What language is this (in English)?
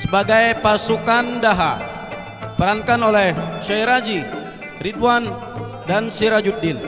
Banjar